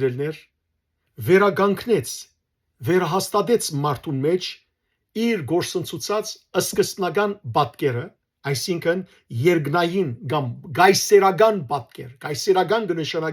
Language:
Western Armenian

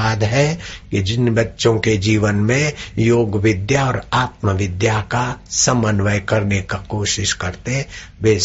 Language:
Hindi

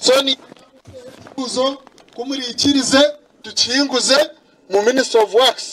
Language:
Nyankole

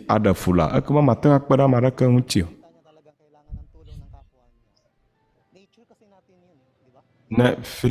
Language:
Ewe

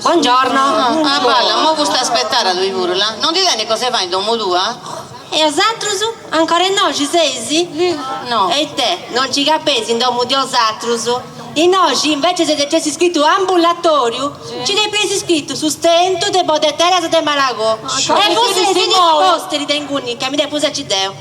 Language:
Sardinian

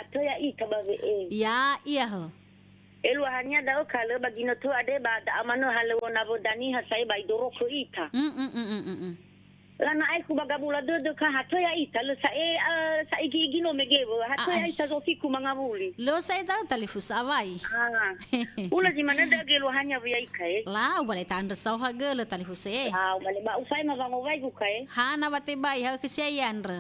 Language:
Nias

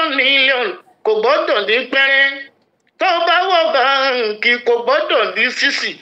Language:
Yoruba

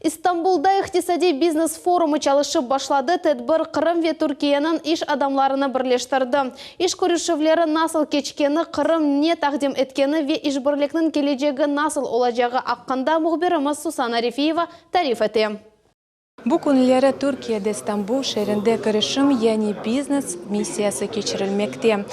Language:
Crimean Tatar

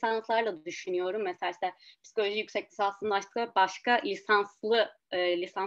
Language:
Turkish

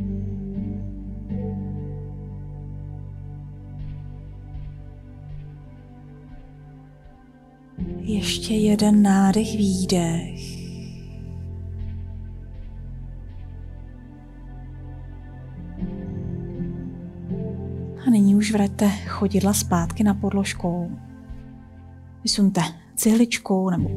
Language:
Czech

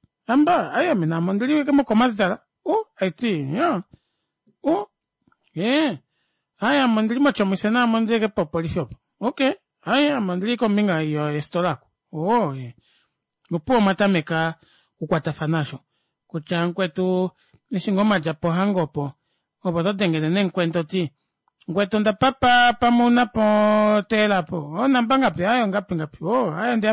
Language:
Kuanyama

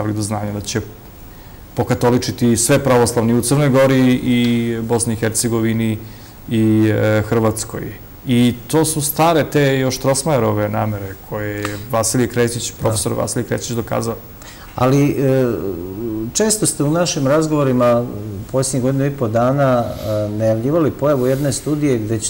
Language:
Serbian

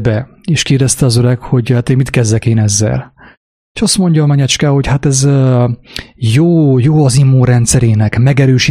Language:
Hungarian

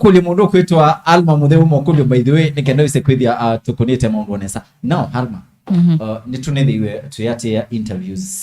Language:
Kamba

